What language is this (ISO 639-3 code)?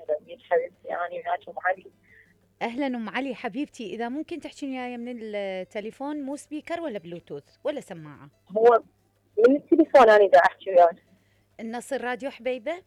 acm